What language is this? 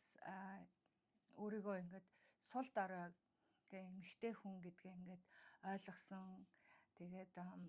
Mongolian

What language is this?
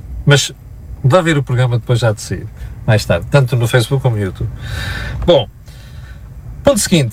Portuguese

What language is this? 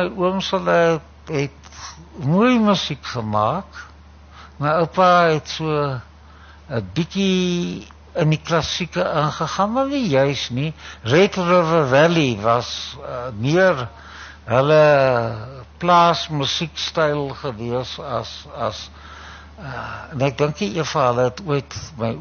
Afrikaans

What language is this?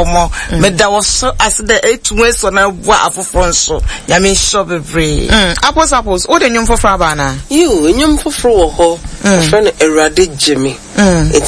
Akan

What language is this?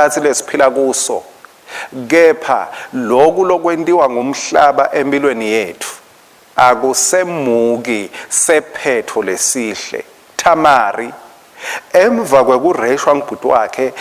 Swati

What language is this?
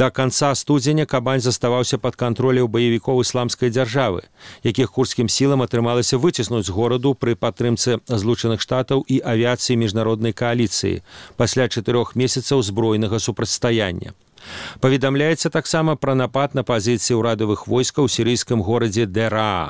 Belarusian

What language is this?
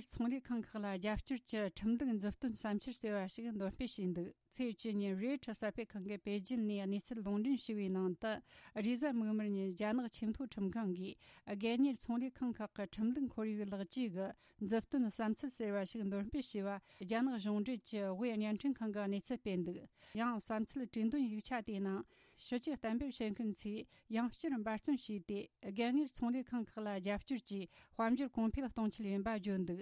Tibetan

